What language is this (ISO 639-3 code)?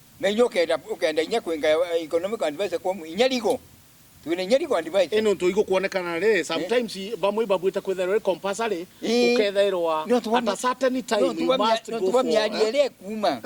mer